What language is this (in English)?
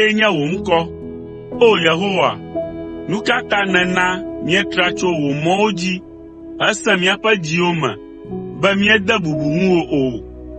Ewe